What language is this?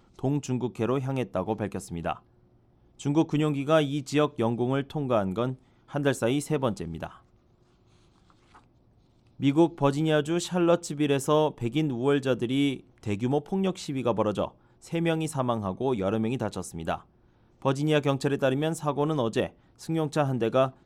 Korean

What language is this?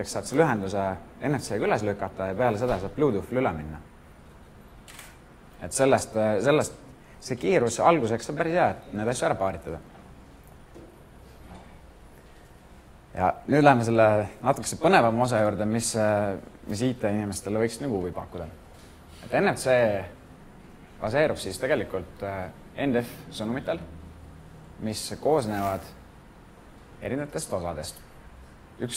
Estonian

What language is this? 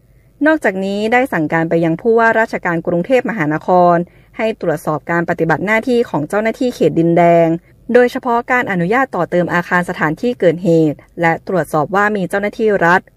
Thai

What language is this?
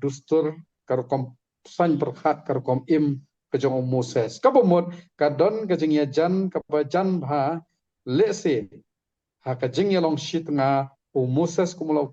Khasi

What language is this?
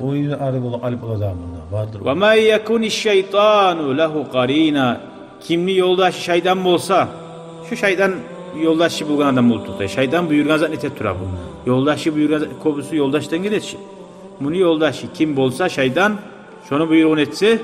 Kumyk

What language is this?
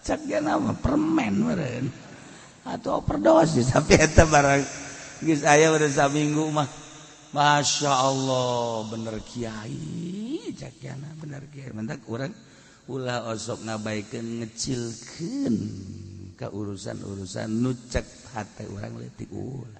Sundanese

